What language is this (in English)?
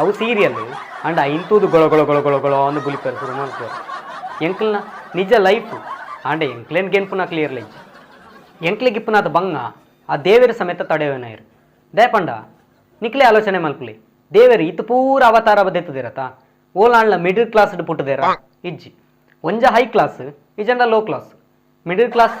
Tulu